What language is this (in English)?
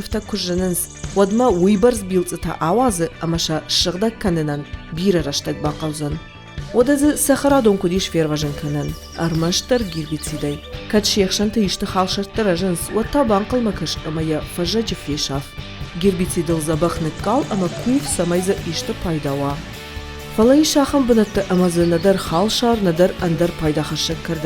Ossetic